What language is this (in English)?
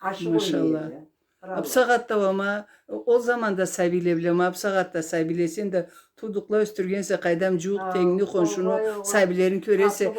Karachay-Balkar